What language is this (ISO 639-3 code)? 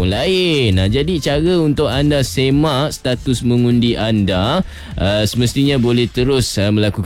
msa